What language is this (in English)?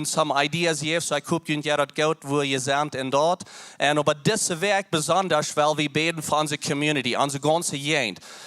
Plautdietsch